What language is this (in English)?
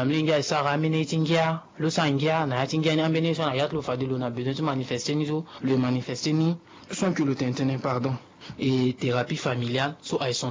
Sango